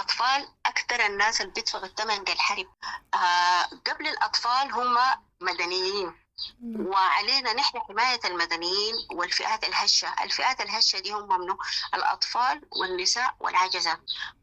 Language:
Sudanese Arabic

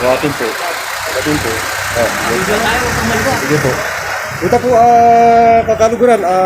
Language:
Pampanga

